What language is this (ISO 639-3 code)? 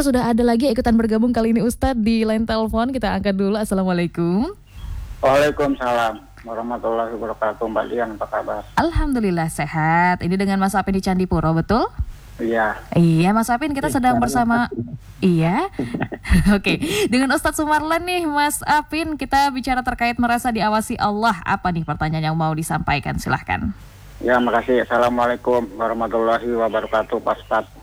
ind